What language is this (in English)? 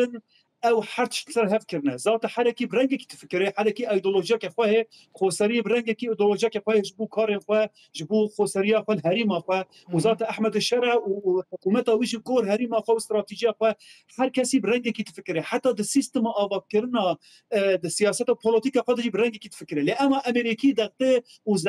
Kurdish